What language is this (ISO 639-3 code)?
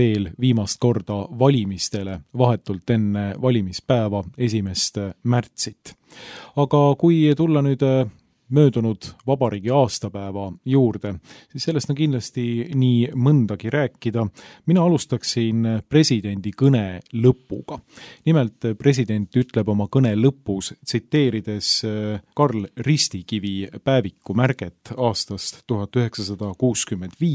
est